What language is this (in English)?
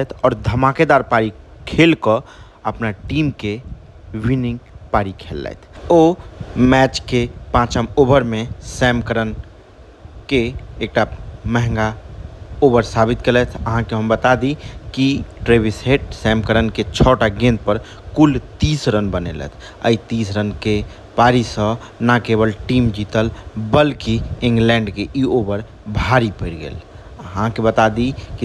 Maithili